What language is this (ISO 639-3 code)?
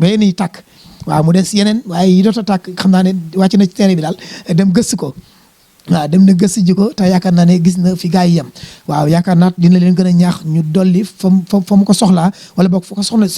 wol